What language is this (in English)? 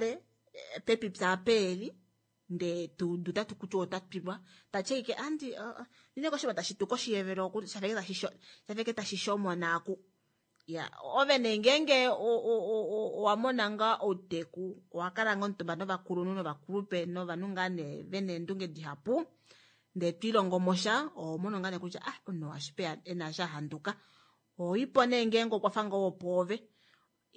Kuanyama